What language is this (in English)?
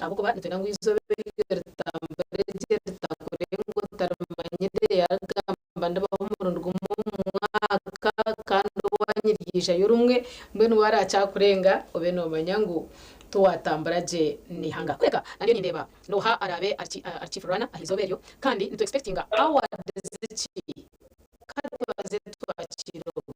Nyankole